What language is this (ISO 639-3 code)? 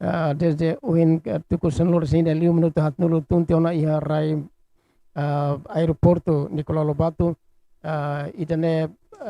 tet